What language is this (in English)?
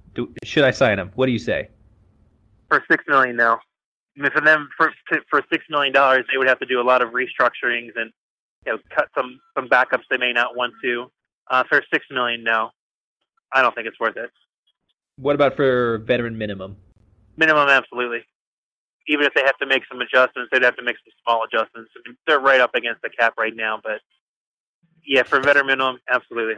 English